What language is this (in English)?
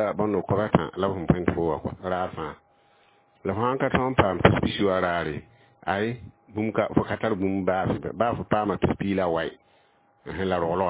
Mossi